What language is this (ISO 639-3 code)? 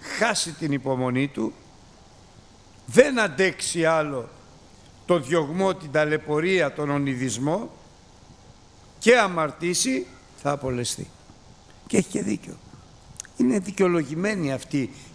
ell